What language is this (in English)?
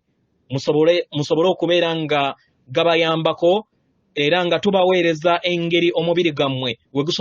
Ganda